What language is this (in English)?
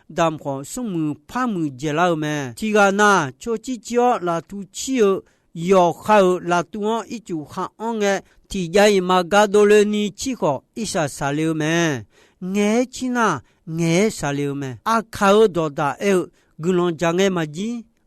Akha